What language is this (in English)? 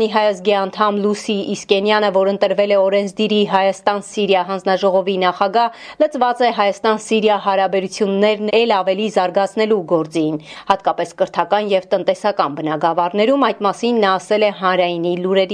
Armenian